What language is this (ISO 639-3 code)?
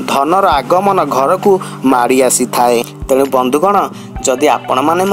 ori